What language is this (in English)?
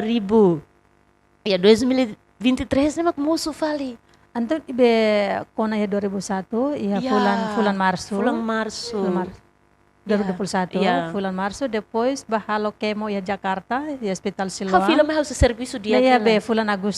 Tetum